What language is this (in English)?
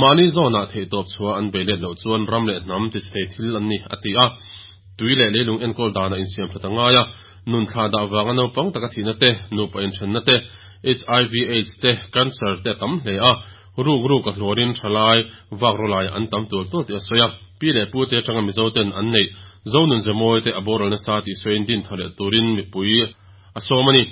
Mizo